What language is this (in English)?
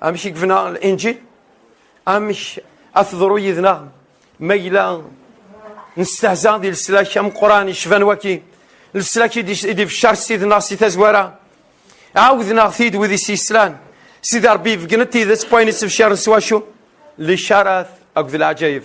Kabyle